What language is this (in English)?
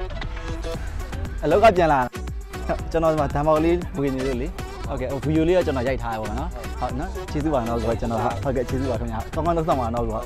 Burmese